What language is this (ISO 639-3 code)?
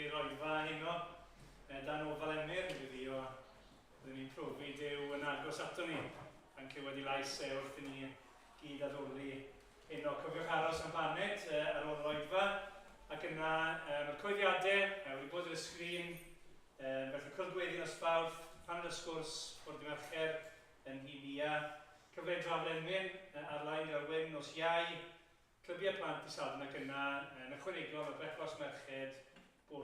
cym